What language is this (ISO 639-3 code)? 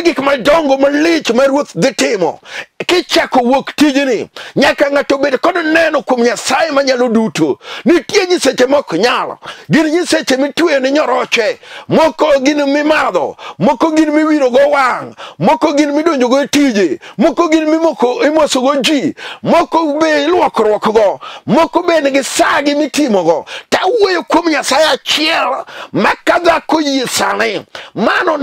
luo